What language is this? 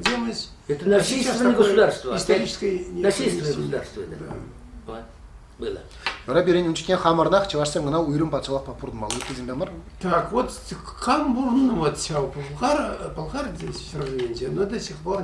Chuvash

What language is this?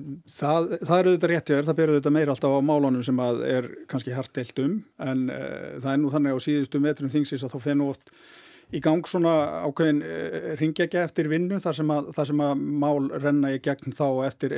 Icelandic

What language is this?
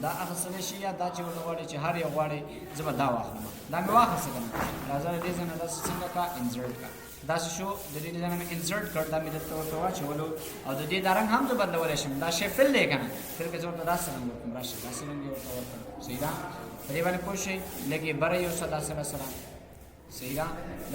Pashto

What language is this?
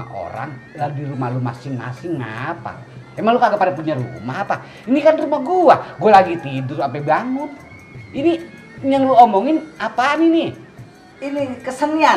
Betawi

